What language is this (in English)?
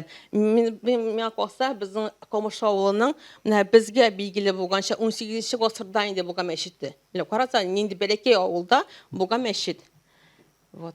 Tatar